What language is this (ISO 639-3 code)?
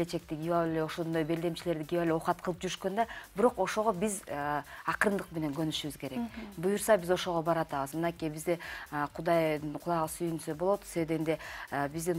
kir